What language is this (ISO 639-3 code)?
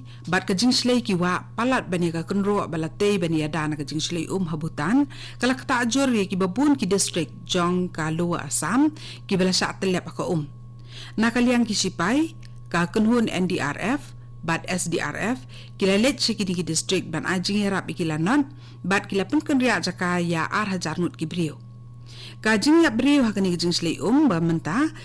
kha